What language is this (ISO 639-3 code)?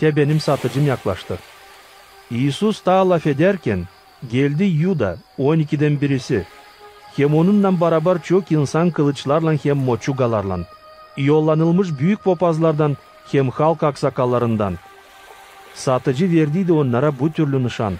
gag